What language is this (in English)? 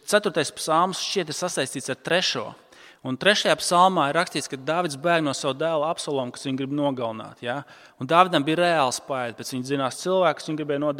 Latvian